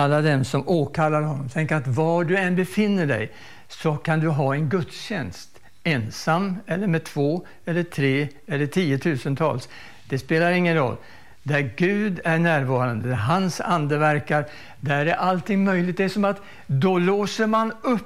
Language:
Swedish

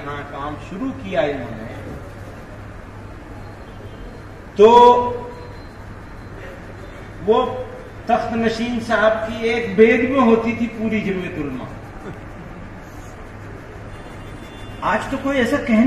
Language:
Urdu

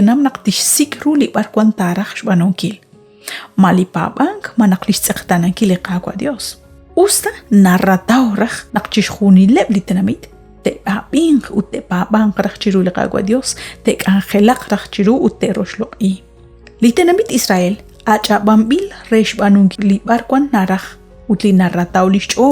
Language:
Kekchí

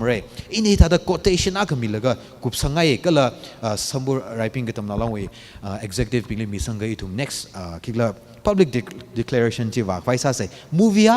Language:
Tangkhul Naga (India)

